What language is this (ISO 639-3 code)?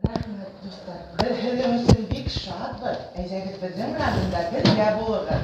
bak